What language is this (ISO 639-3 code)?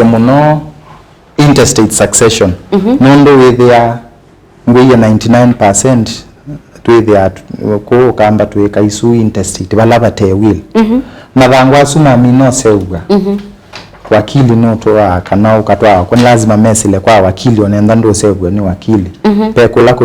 kam